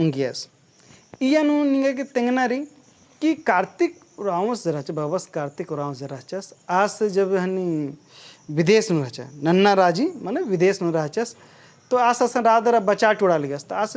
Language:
Kurukh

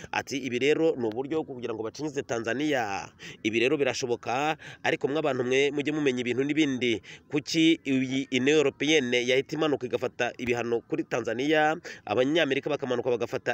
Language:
Kinyarwanda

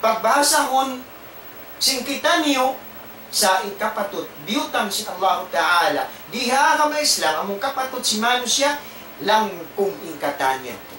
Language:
Tausug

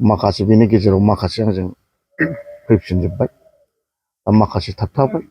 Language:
Bodo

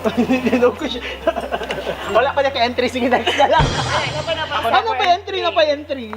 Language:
Cebuano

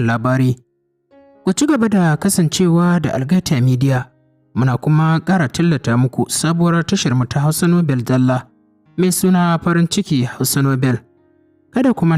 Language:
Hausa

